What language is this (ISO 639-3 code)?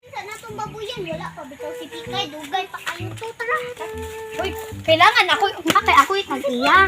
ceb